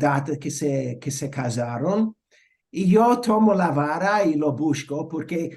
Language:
Ladino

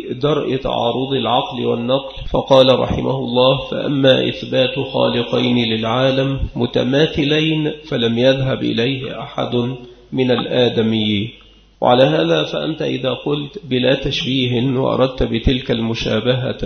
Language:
Arabic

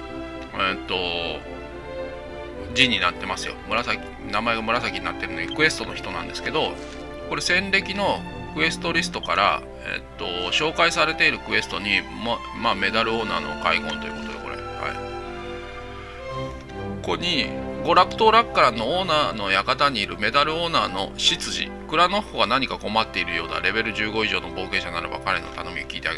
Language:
Japanese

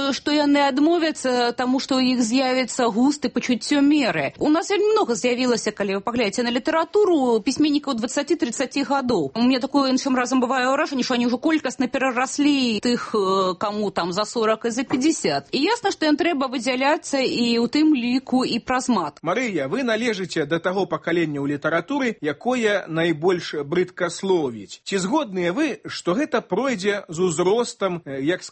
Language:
Belarusian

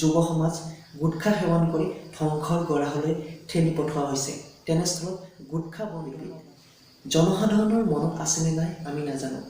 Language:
Assamese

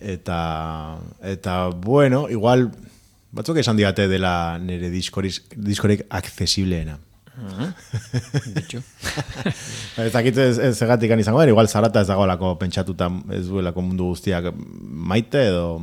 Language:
Basque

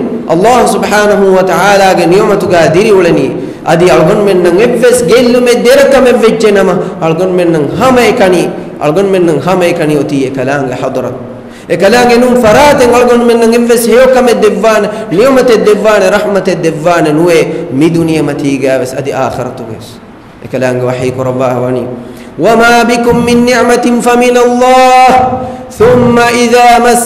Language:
Divehi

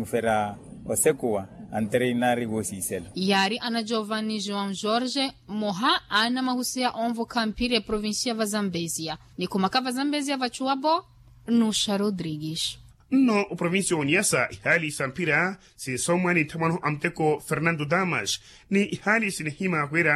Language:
Makhuwa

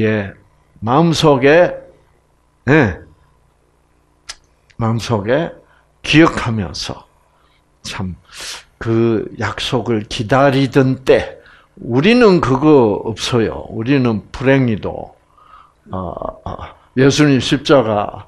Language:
Korean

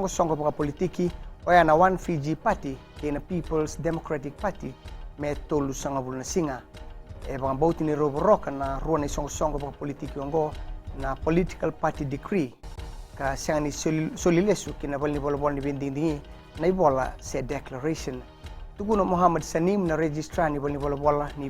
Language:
Fijian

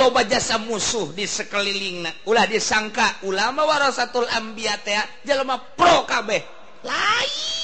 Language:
Sundanese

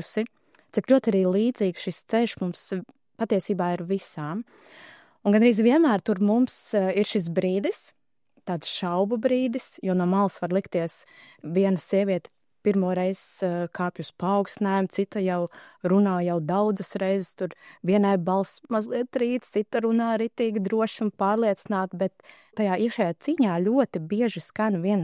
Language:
Latvian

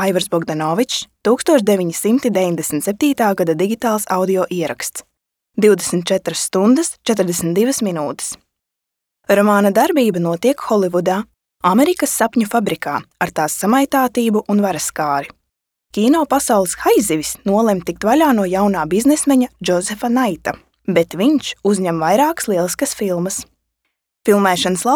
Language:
Latvian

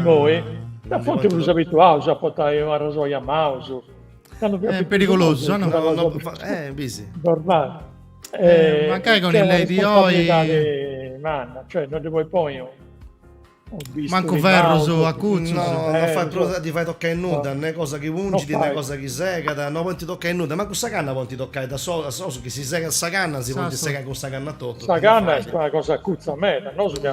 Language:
Sardinian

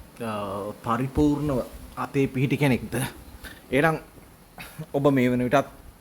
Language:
Sinhala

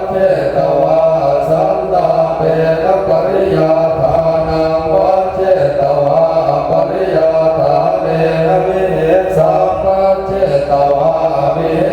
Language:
Pali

